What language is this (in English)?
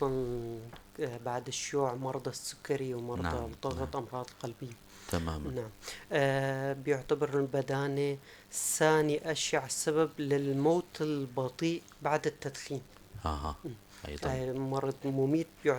North Levantine Arabic